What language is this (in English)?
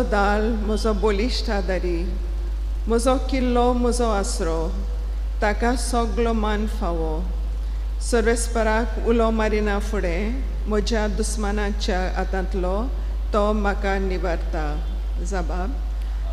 Konkani